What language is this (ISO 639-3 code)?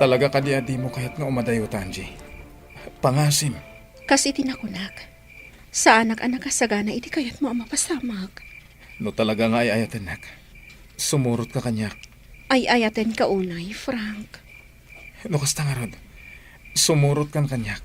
ilo